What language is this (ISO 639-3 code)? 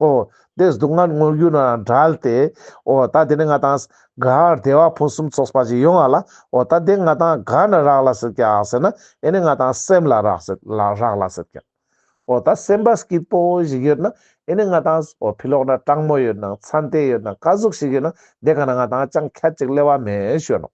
lbj